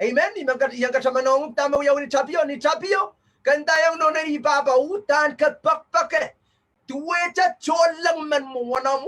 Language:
Pohnpeian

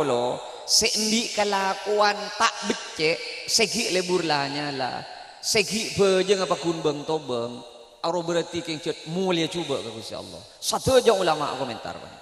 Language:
Madurese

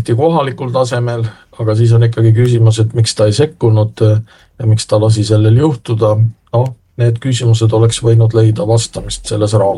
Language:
Estonian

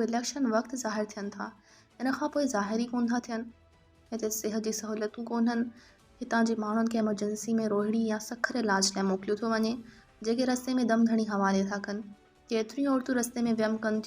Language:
Sindhi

